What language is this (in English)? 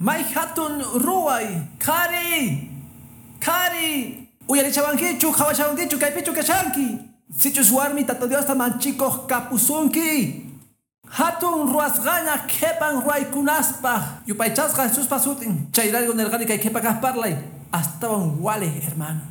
Quechua